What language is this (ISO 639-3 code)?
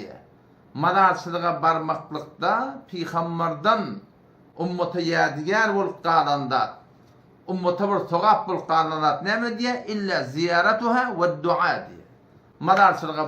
tuk